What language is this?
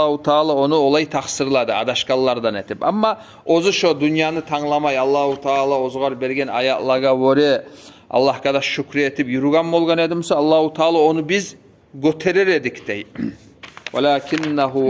Kumyk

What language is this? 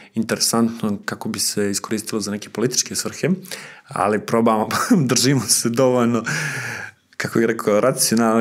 Serbian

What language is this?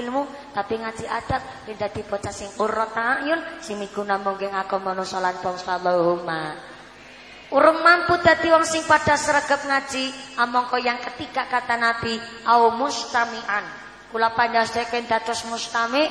Javanese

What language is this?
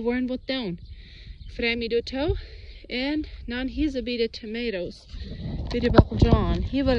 Plautdietsch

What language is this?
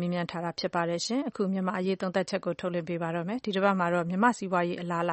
Burmese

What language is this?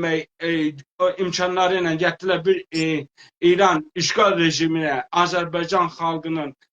South Azerbaijani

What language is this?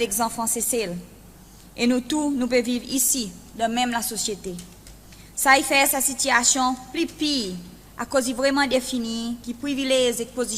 Seselwa Creole French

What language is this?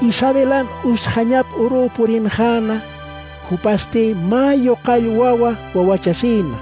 Aymara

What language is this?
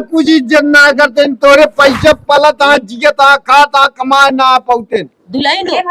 Awadhi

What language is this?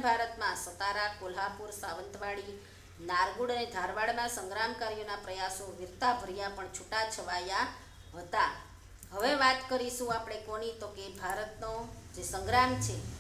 Gujarati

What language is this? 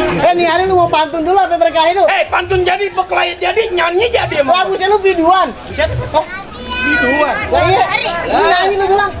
Betawi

